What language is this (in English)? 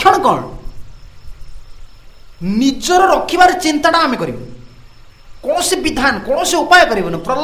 Odia